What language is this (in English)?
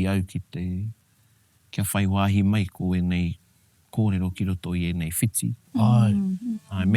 Māori